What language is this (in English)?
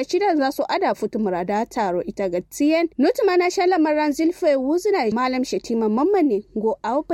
Kanuri